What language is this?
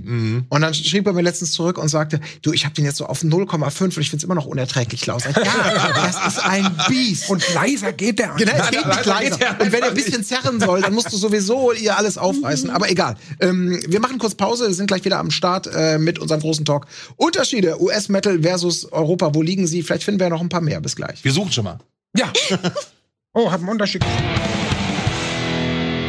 German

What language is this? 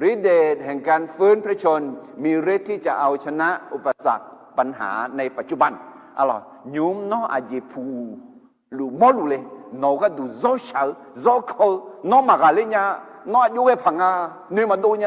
Akha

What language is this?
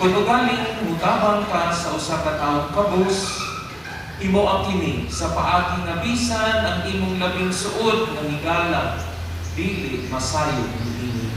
Cebuano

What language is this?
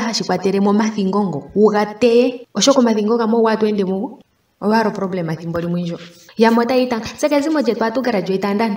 Ndonga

